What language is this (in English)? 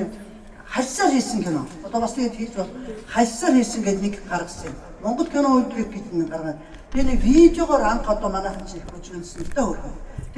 Mongolian